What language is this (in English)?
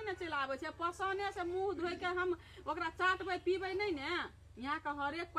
Maithili